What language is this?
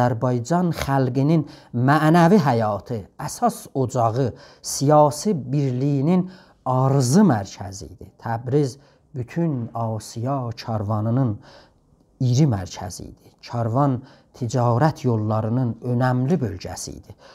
South Azerbaijani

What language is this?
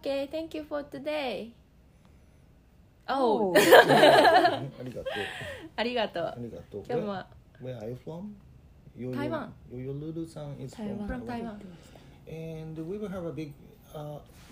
Japanese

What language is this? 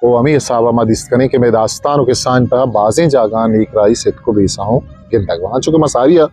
Eastern Balochi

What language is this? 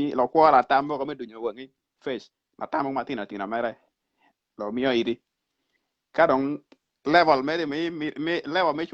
Acoli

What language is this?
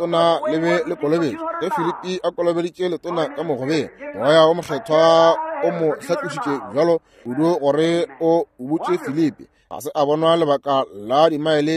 Northern Sotho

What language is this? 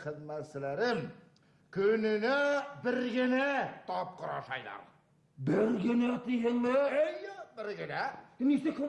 Bashkir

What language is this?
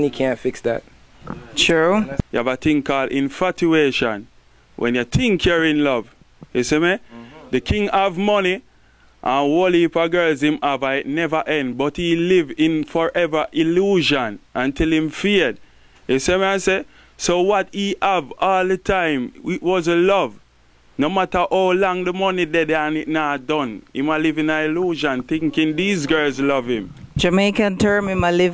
Jamaican Creole English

